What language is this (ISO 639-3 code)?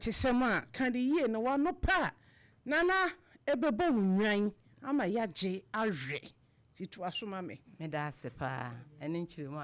aka